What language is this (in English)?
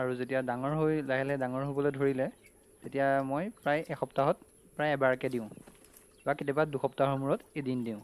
Assamese